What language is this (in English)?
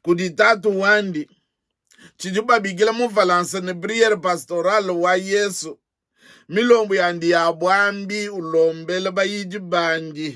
Luba-Lulua